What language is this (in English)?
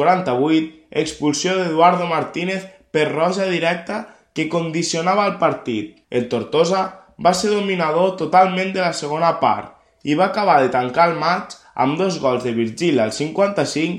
Catalan